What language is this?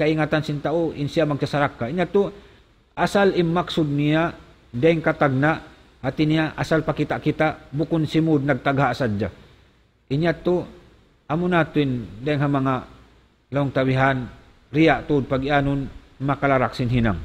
Tausug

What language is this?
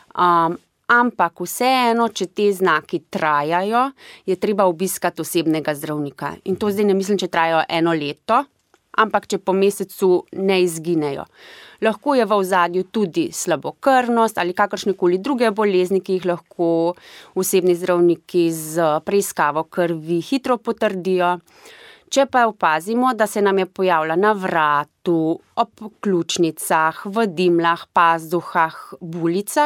Slovenian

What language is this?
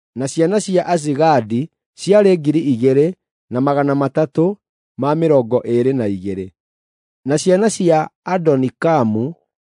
Kikuyu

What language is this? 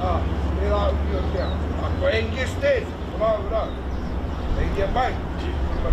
Māori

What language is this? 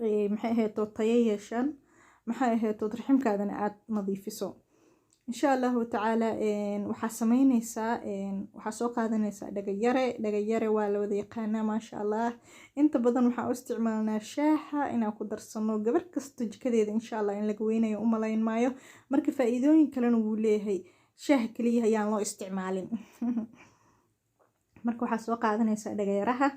Somali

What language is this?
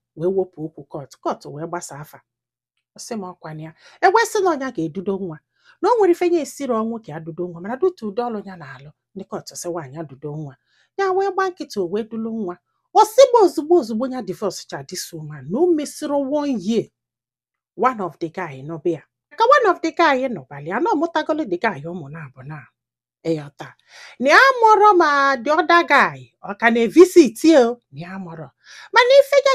Igbo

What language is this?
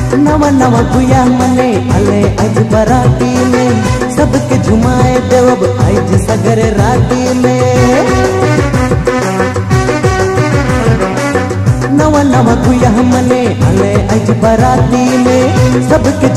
Sadri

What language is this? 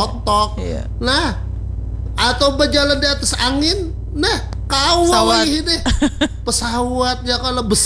Banjar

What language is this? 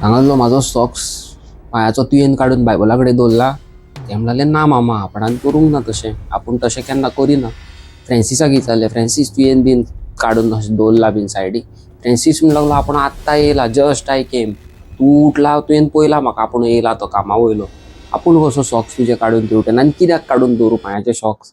Konkani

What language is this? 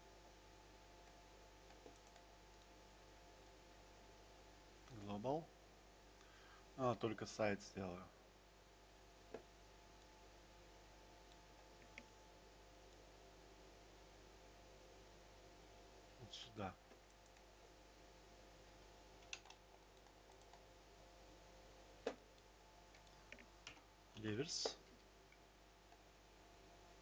Russian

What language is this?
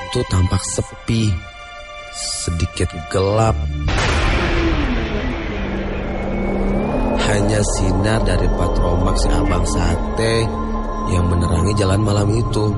Indonesian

